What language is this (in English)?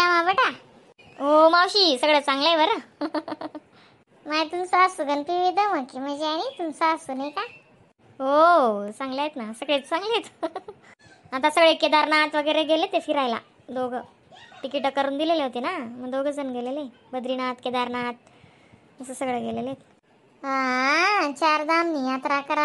Khandesi